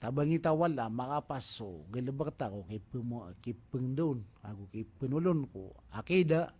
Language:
Maranao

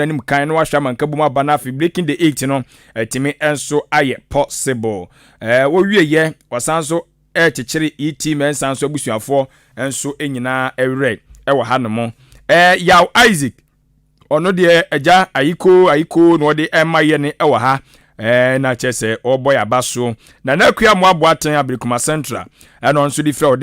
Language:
Akan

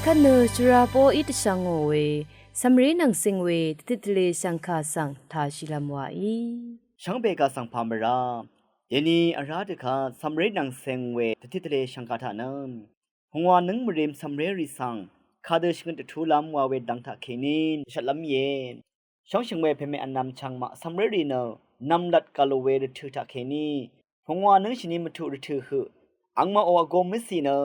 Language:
Rawang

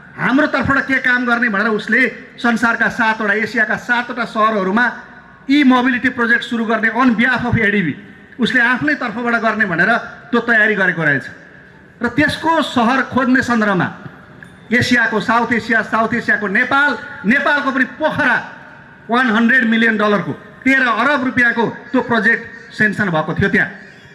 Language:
Nepali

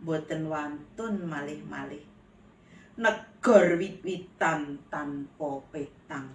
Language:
Javanese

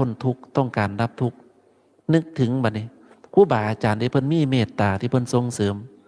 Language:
Northeastern Thai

